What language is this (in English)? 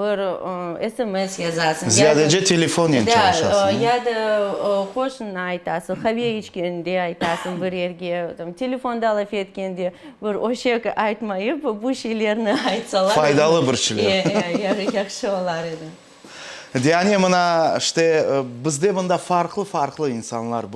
Crimean Tatar